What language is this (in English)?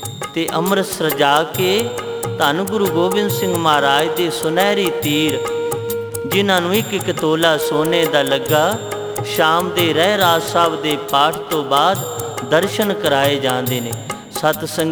Punjabi